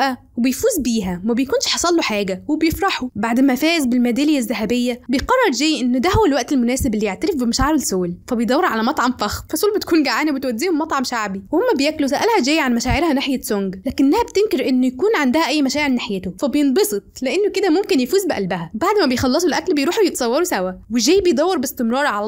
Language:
Egyptian Arabic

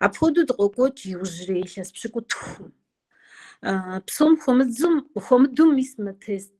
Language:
Kabardian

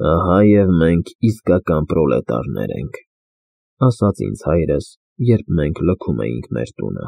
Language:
Armenian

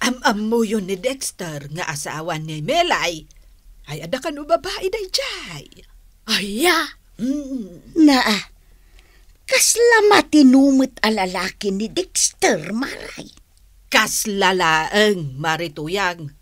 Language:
Iloko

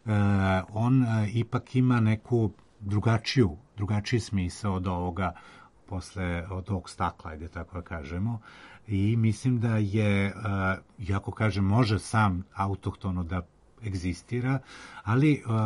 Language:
Serbian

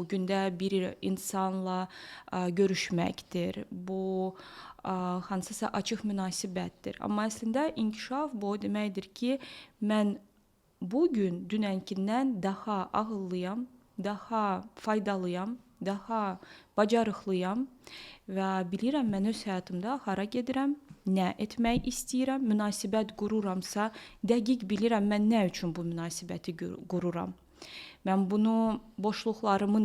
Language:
Azerbaijani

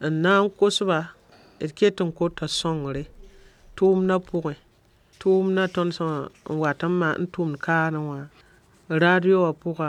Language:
Mossi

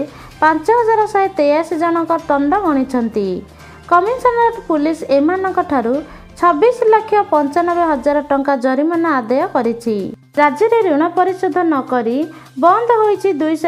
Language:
Odia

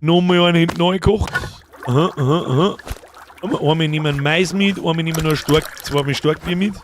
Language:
Bavarian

